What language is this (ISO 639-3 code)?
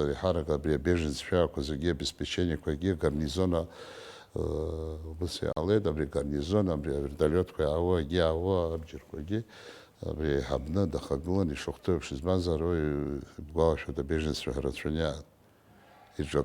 abk